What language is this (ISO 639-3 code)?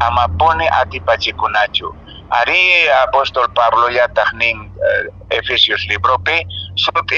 que